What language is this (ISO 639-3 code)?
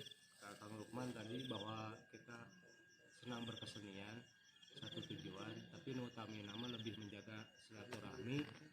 sun